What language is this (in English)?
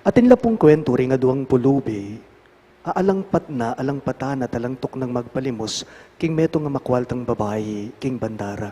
Pampanga